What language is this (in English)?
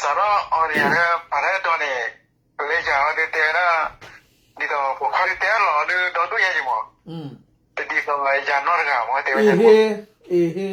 S'gaw Karen